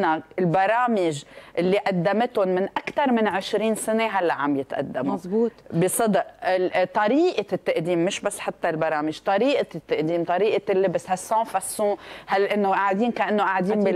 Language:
North Levantine Arabic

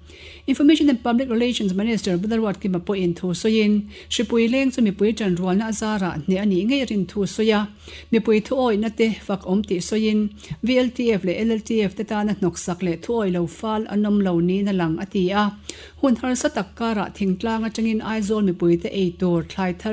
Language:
Mizo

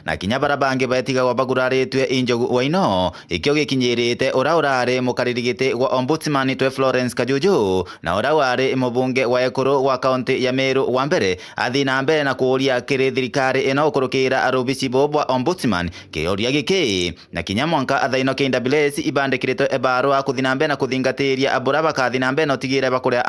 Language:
Meru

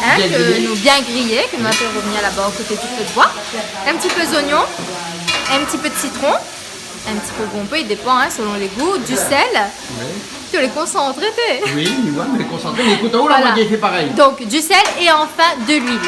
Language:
Réunion Creole French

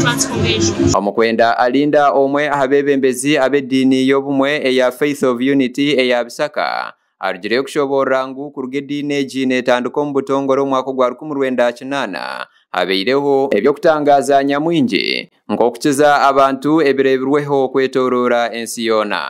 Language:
Nyankole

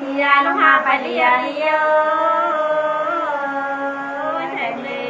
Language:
Nung (Viet Nam)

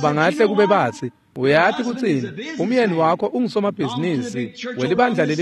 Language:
Swati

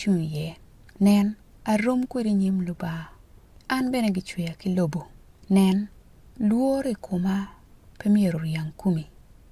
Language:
Acoli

